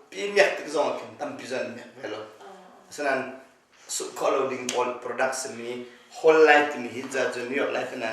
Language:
Hakha Chin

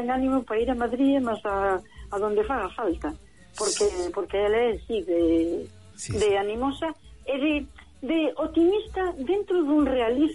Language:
Galician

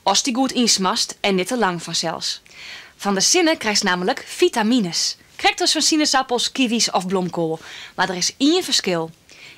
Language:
Western Frisian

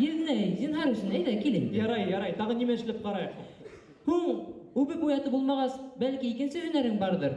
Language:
Bashkir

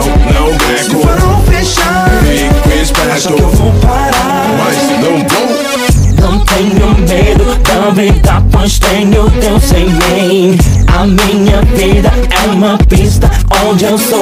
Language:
Portuguese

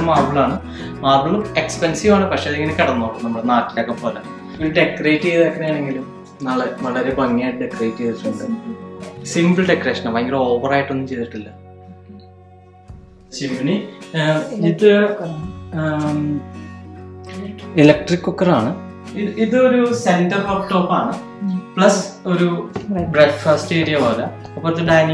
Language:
Malayalam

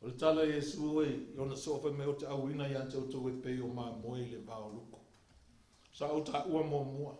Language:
Samoan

